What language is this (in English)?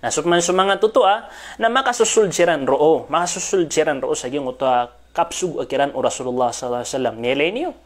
Maranao